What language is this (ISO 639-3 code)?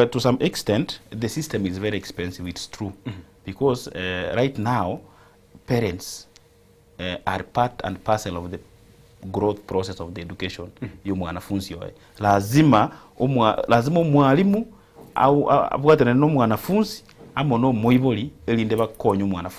guz